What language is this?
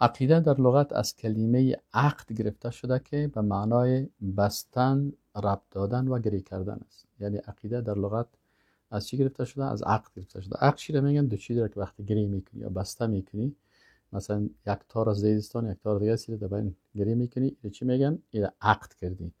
Persian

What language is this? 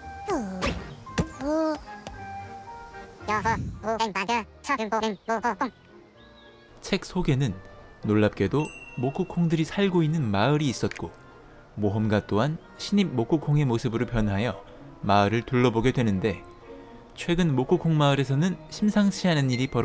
Korean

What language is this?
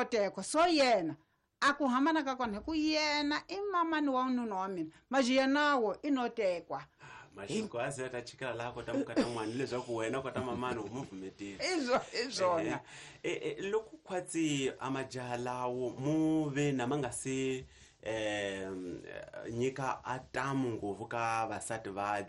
Tsonga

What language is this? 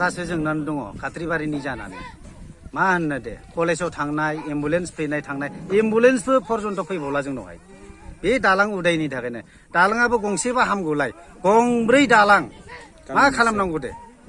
Bodo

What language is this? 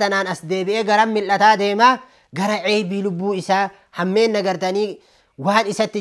Oromo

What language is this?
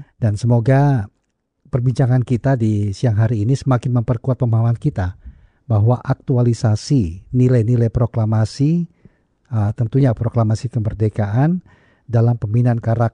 Indonesian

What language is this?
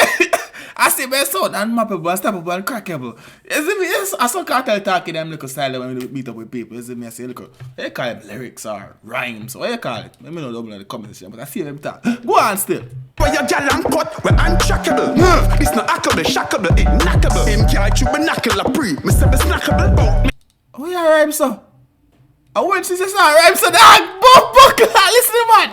Jamaican Creole English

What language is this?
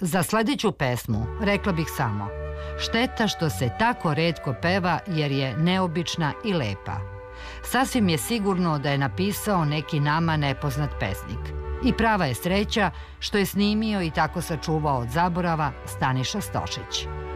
Serbian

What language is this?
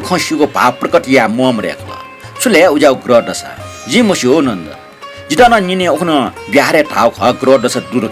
Newari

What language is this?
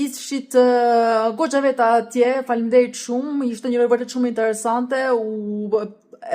Albanian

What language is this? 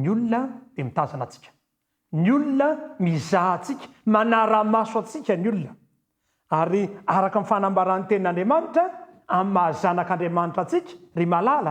Malagasy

